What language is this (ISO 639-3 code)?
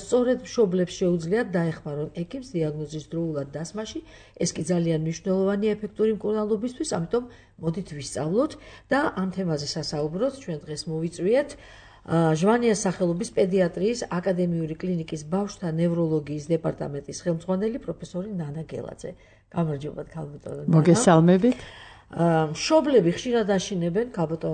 kat